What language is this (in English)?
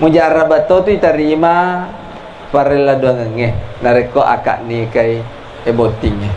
Buginese